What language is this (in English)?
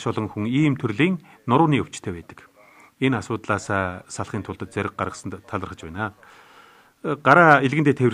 Mongolian